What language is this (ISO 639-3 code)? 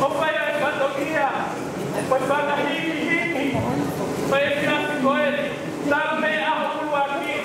ton